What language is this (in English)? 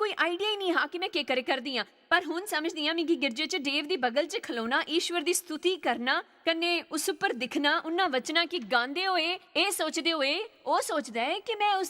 Dogri